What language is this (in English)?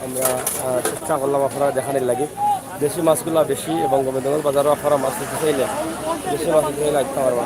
Sylheti